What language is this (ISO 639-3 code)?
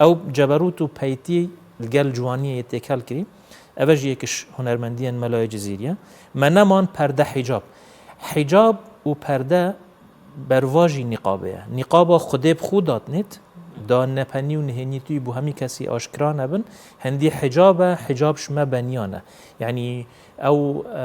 kur